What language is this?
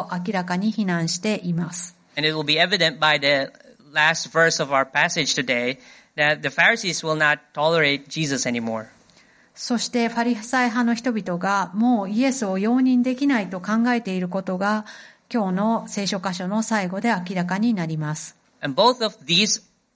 Japanese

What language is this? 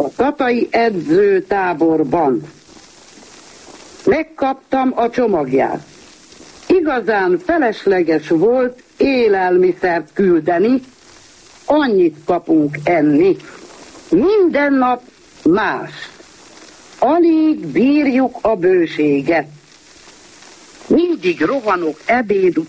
Hungarian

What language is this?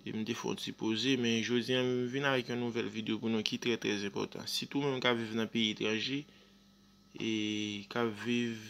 Haitian Creole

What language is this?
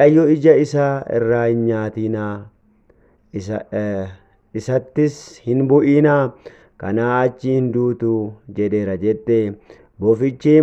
Oromo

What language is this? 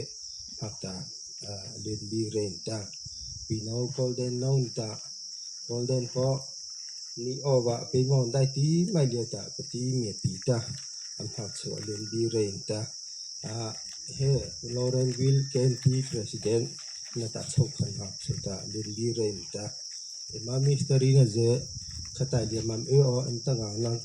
Mara Chin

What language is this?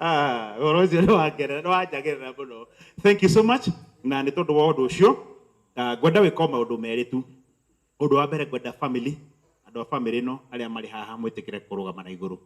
Kikuyu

